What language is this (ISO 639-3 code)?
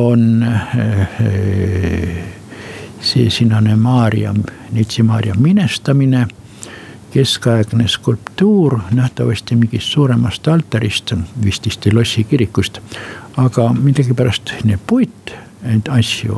est